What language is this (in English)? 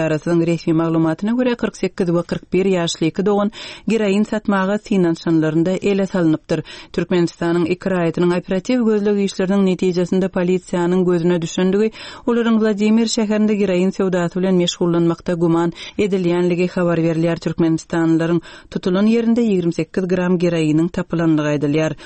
Turkmen